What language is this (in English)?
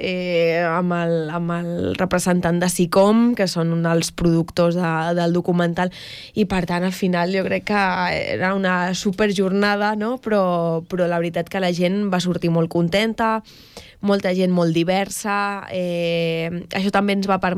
Catalan